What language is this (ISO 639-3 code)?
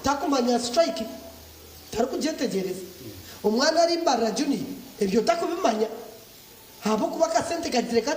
nyn